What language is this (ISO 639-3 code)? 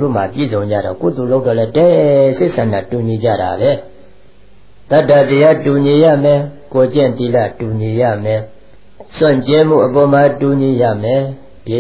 mya